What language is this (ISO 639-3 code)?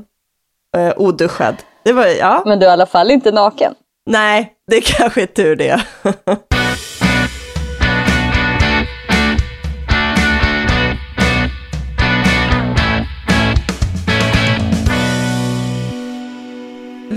swe